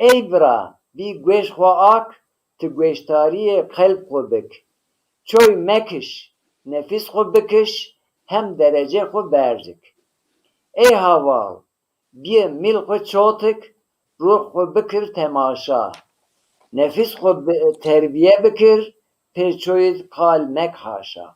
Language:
Zaza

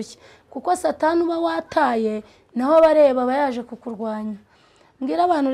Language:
Kinyarwanda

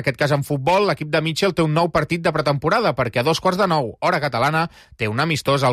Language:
Catalan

